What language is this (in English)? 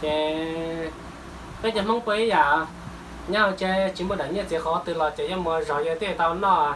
Hmong